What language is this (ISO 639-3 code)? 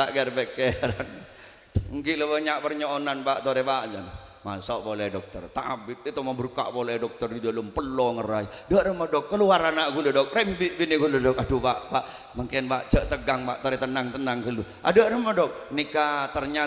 mad